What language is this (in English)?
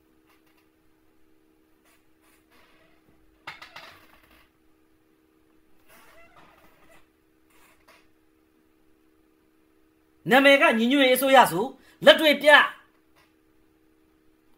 Burmese